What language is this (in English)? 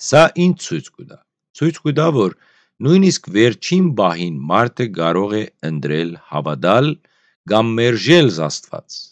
Western Armenian